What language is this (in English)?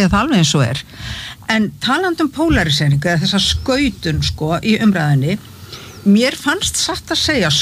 Icelandic